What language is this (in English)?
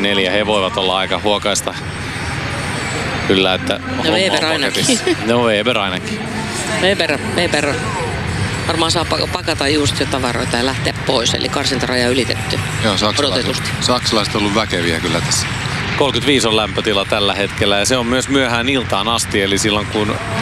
Finnish